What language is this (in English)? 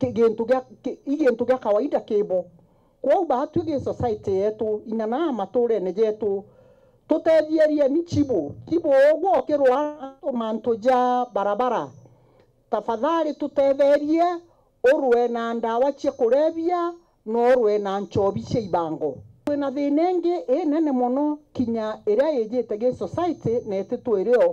Meru